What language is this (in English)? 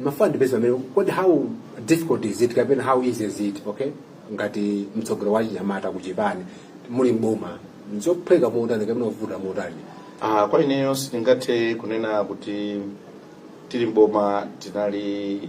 Nyanja